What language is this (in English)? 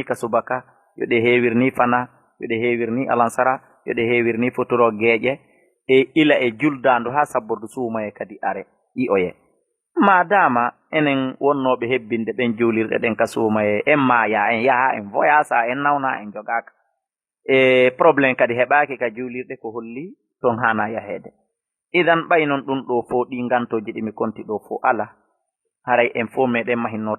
Fula